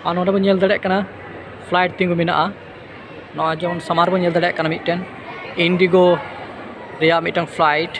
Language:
Santali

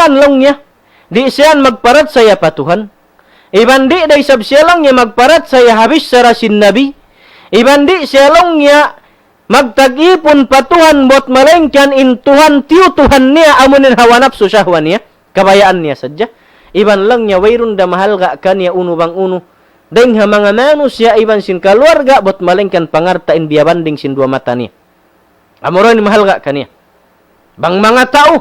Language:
Tausug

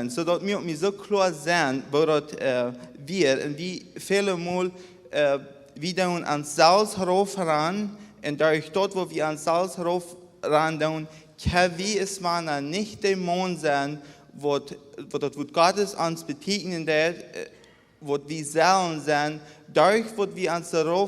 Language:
Plautdietsch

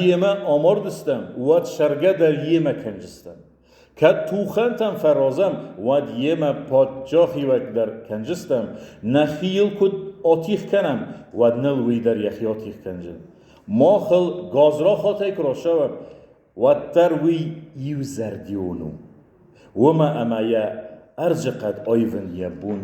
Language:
Ossetic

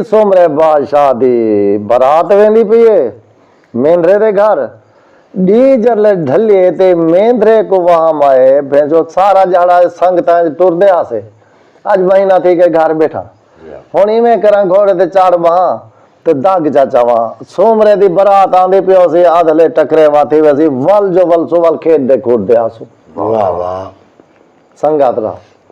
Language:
Saraiki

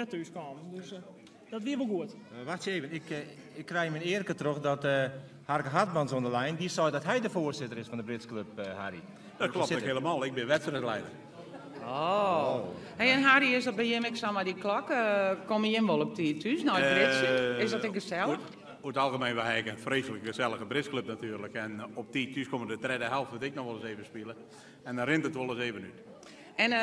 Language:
Western Frisian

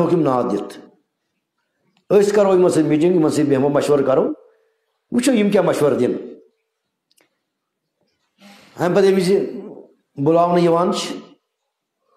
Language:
Kashmiri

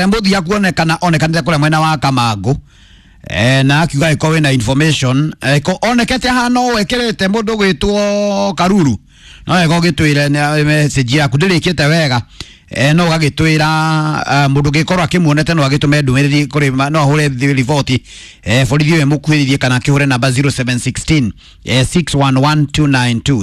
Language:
Kikuyu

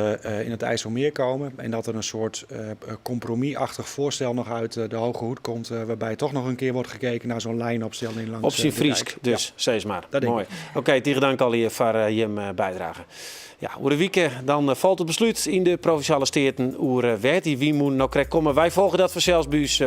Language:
Western Frisian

